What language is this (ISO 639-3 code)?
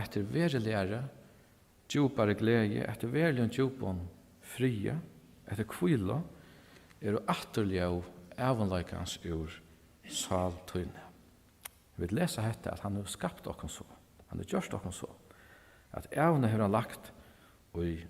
fao